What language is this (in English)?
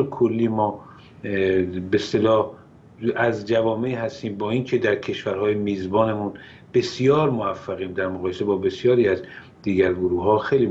Persian